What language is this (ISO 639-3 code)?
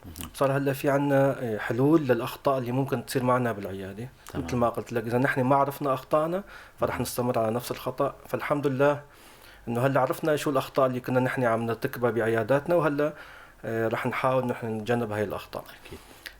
apc